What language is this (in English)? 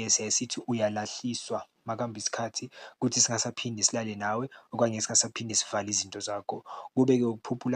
Zulu